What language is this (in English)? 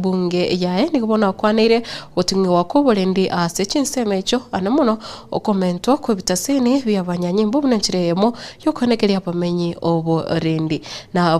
Gusii